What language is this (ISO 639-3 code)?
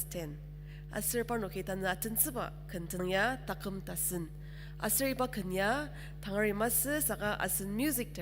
njo